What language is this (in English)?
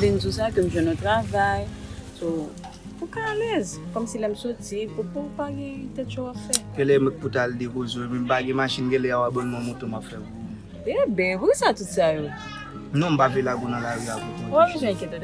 Haitian Creole